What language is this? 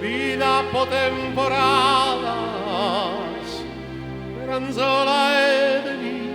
Sardinian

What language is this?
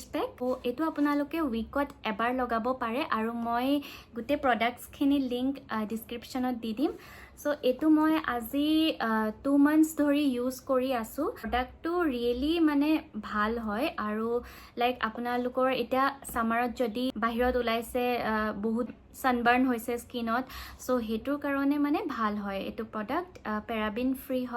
Assamese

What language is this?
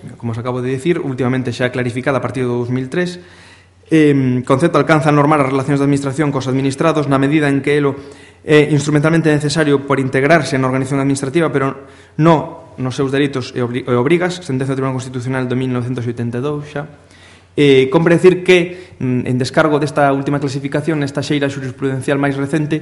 Galician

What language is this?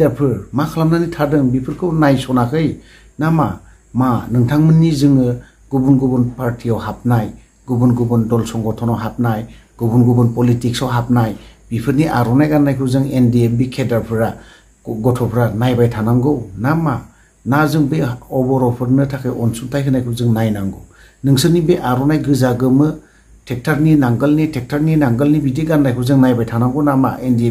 Bodo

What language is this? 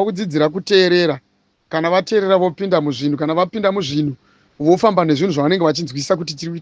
Shona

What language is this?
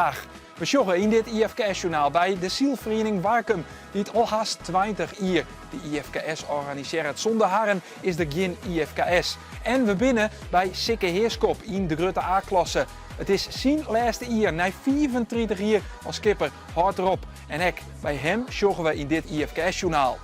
Western Frisian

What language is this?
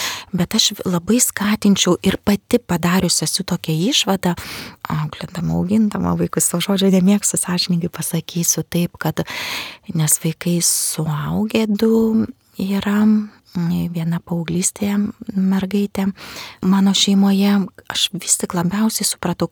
Lithuanian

